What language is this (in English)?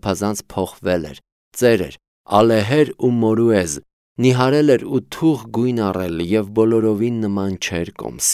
Armenian